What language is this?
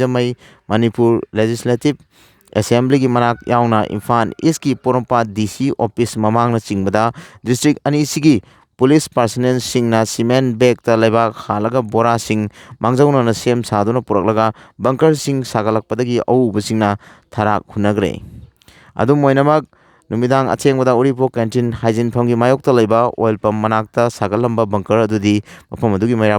Manipuri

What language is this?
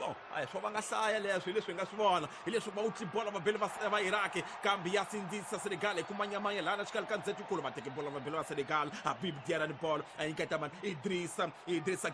Tsonga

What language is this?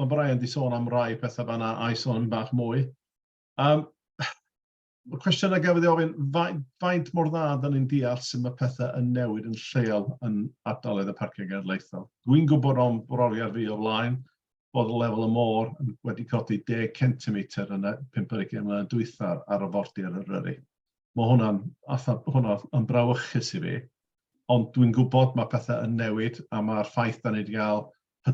Welsh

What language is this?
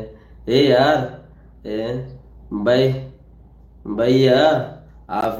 Rohingya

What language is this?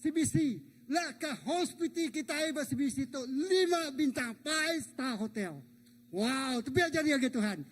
Iban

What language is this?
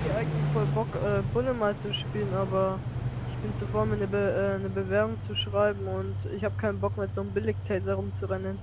Swiss German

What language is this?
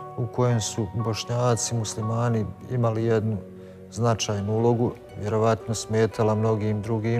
Bosnian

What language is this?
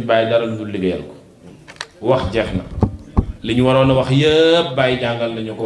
Wolof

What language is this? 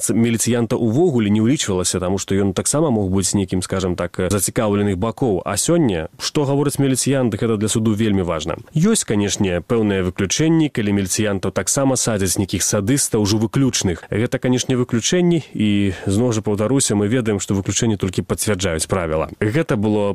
Belarusian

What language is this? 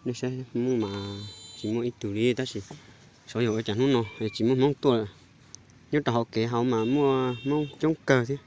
Hmong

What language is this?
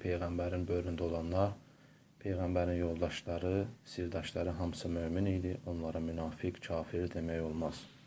Azerbaijani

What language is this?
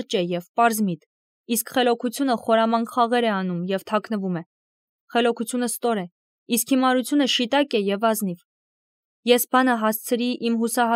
Armenian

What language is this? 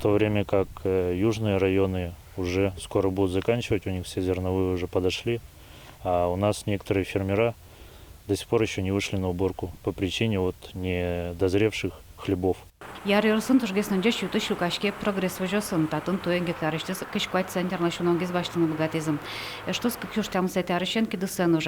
Udmurt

